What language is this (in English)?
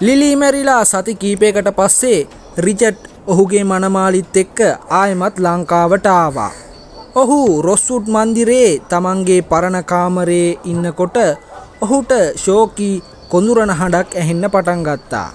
Sinhala